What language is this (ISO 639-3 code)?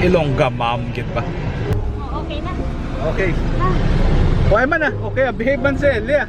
hil